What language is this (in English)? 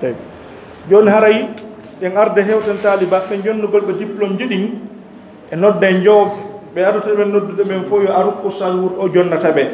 Fula